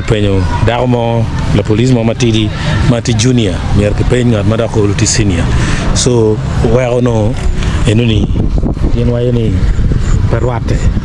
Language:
Acoli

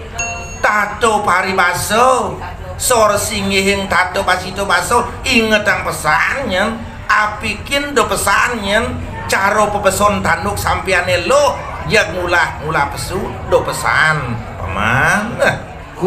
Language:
Balinese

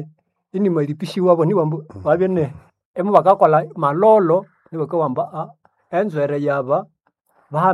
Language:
Nande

